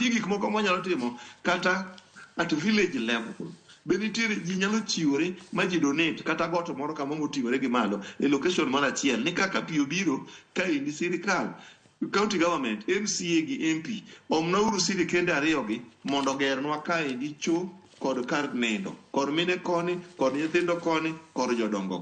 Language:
Luo (Kenya and Tanzania)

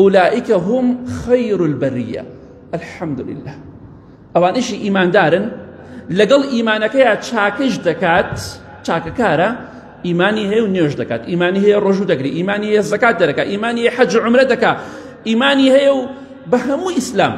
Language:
Central Kurdish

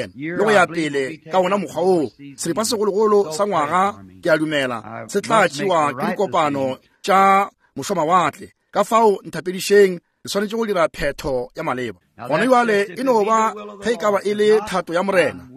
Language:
Northern Sotho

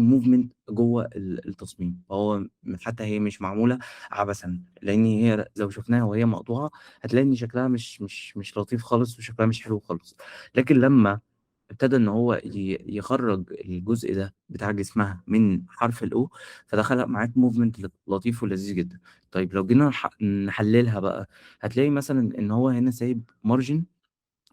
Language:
Egyptian Arabic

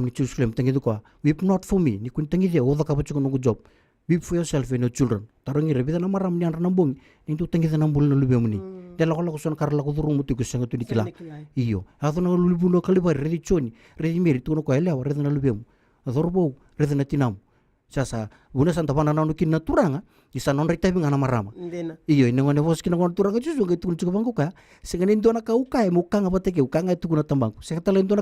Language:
Fijian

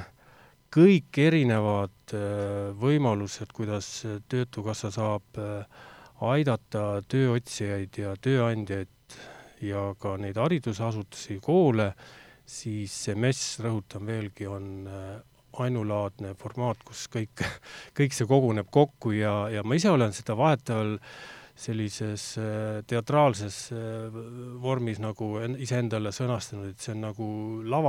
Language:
Estonian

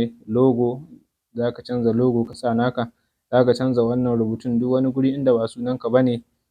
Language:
Hausa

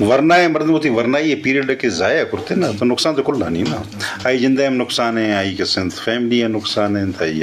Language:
Eastern Balochi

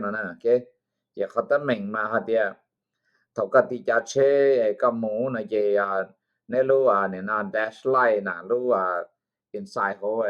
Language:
Hmong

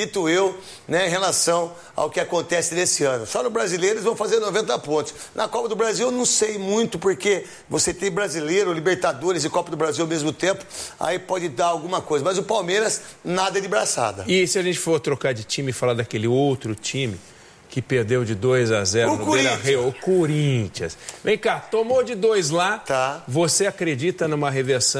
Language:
Portuguese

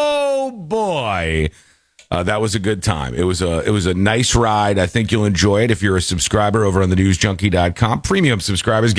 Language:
English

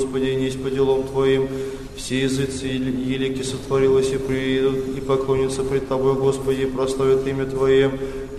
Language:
Church Slavic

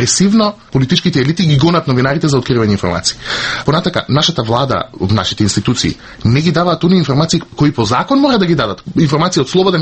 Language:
Macedonian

